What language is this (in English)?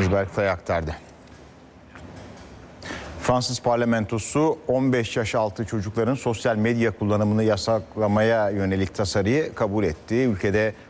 Turkish